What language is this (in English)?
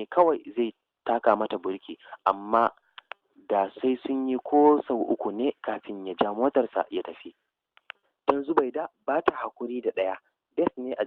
Hausa